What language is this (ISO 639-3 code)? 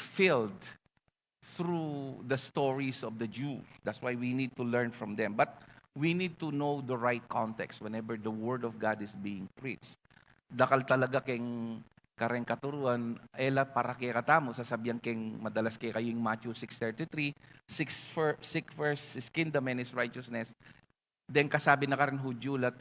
pam